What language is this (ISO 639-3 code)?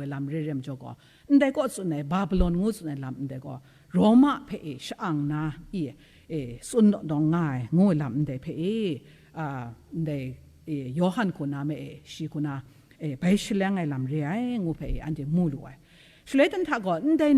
kac